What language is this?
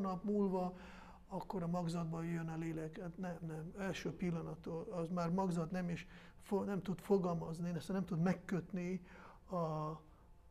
Hungarian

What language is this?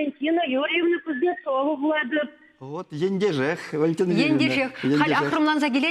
Chuvash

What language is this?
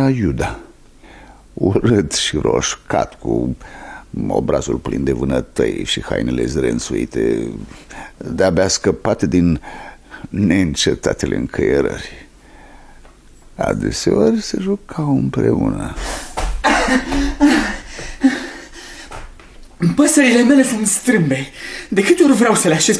Romanian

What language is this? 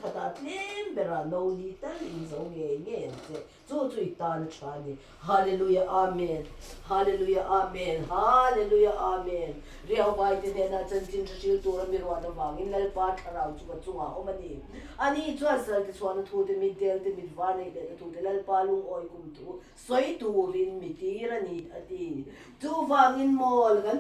Mizo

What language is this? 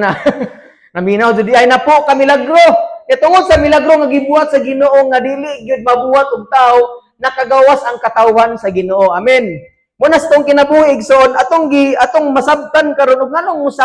Cebuano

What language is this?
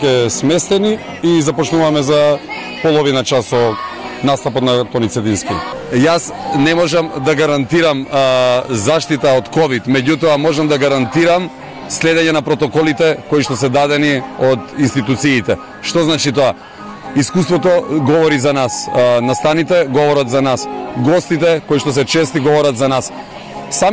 Macedonian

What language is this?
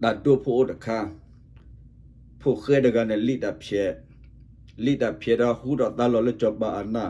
S'gaw Karen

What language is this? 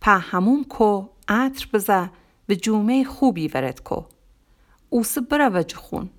Gilaki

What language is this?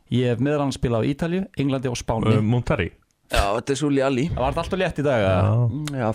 Icelandic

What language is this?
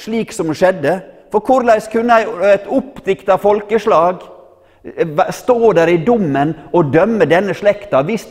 Norwegian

